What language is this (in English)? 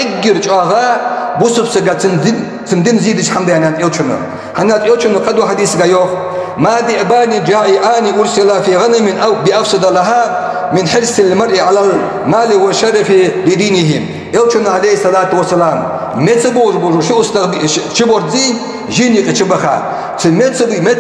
Ingush